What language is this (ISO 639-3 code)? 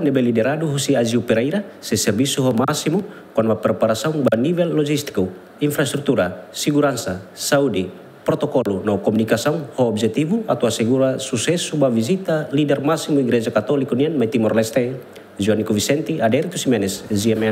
tet